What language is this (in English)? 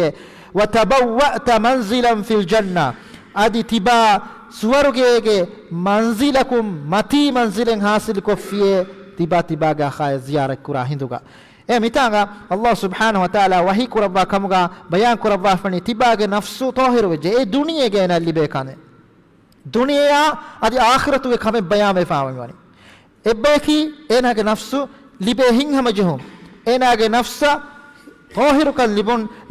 Divehi